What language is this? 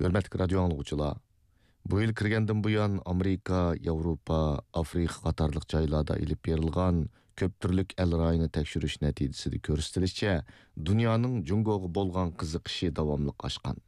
Uyghur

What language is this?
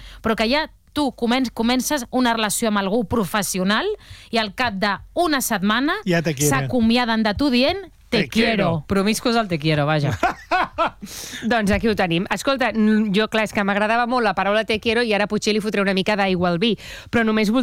Catalan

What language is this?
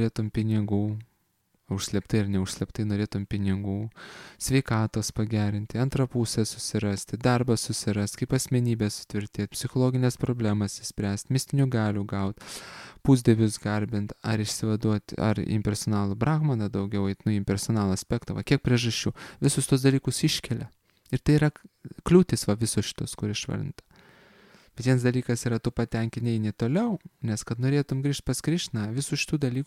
Lithuanian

